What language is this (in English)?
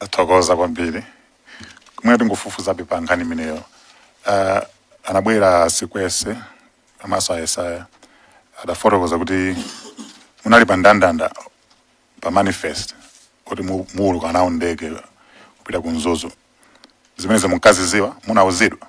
Nyanja